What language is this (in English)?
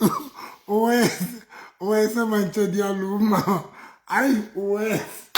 Southern Sotho